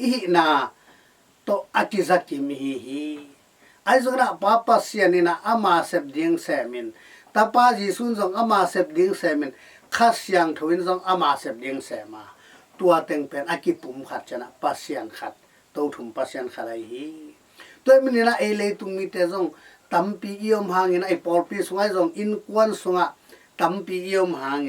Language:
Tedim Chin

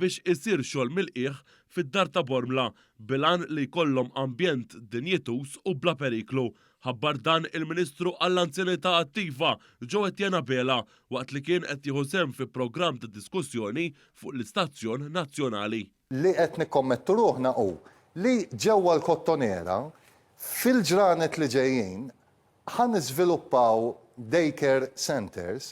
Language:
Maltese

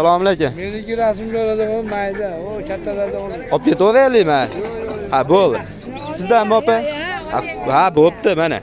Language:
Uzbek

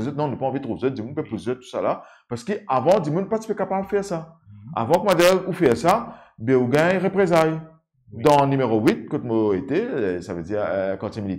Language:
Morisyen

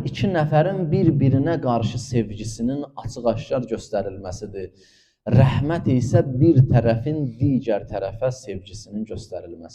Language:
Azerbaijani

